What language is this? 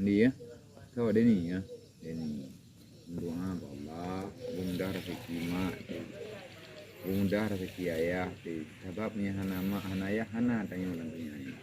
Achinese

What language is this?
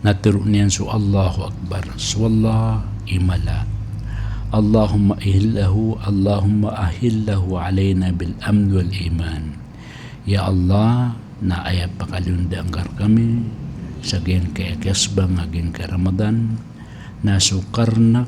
Maranao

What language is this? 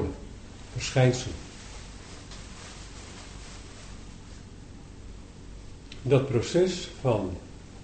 Dutch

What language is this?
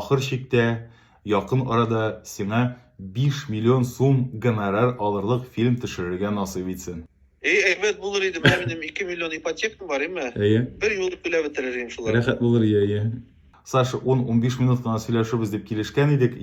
Tatar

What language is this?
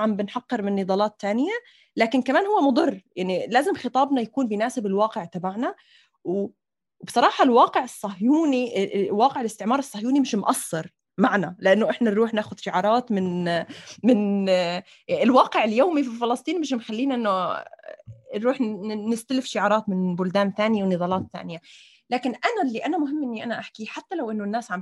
North Levantine Arabic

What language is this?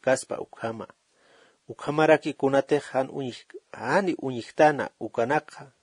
Aymara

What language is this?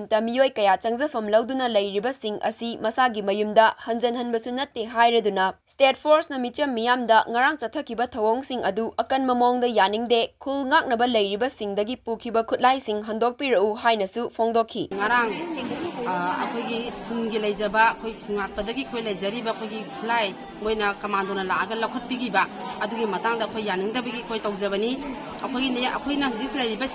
Manipuri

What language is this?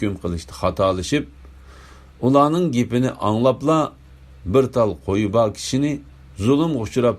Uyghur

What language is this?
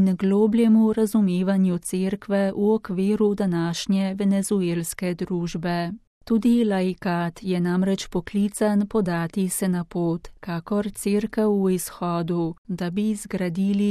Slovenian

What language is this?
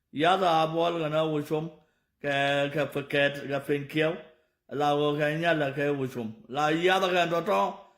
Nuer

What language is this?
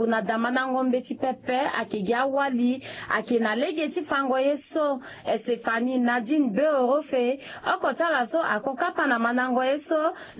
Sango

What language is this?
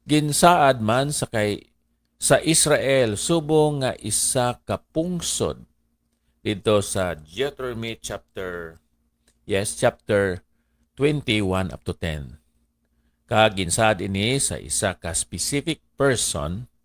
Hiligaynon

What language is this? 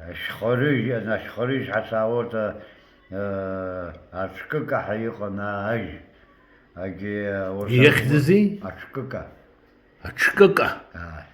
Abkhazian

